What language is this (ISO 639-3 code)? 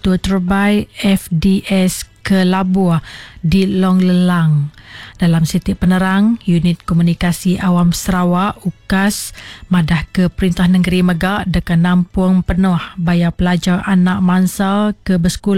iba